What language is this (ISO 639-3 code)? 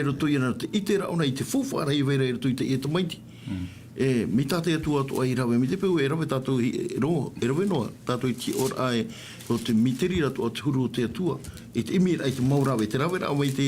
tah